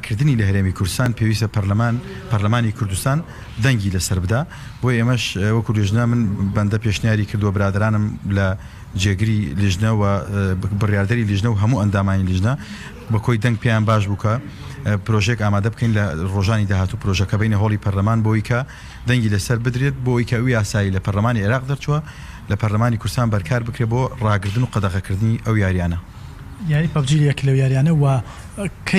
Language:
Central Kurdish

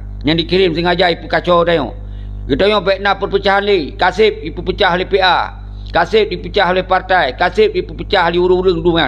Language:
Achinese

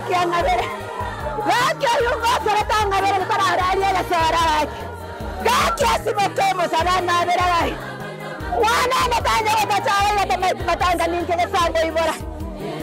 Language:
Gusii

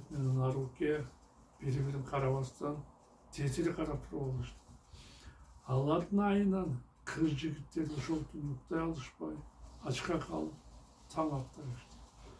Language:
Kyrgyz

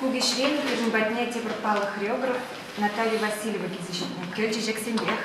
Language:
Chuvash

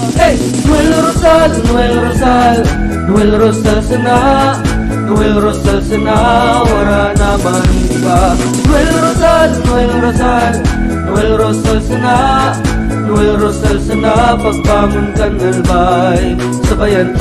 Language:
Bikol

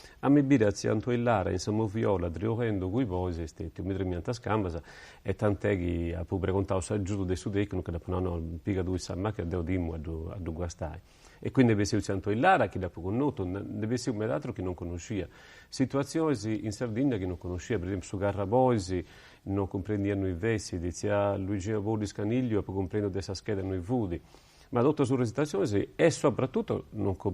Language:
Sardinian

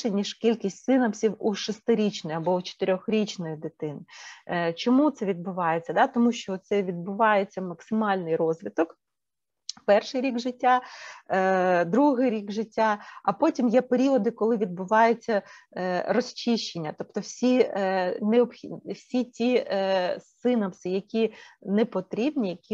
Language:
Ukrainian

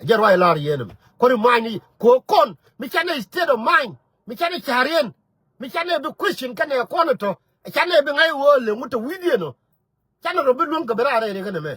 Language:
Nuer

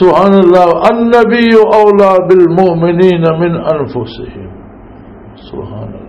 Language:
Western Panjabi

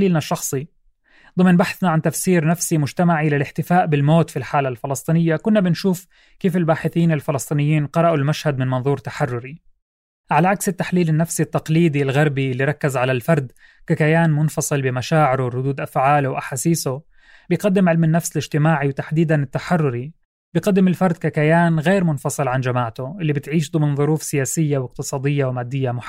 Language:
North Levantine Arabic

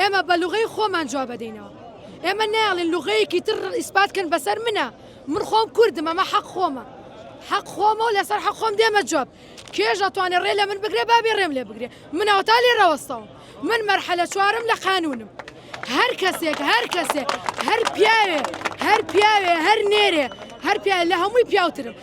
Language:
Central Kurdish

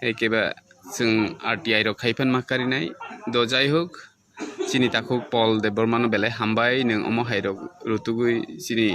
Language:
Kok Borok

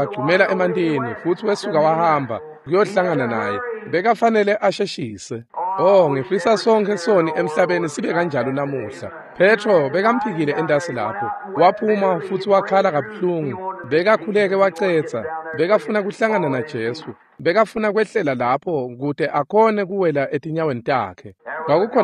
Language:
Swati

